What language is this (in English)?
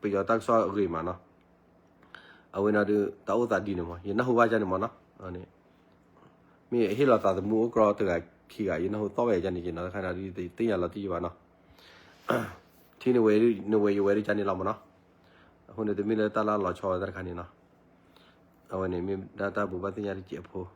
S'gaw Karen